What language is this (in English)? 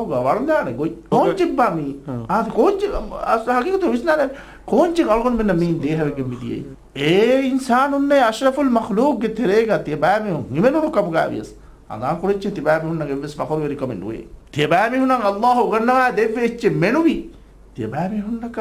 Divehi